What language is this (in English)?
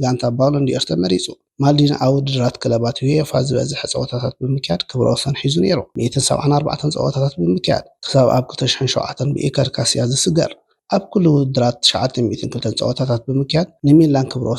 Tigrinya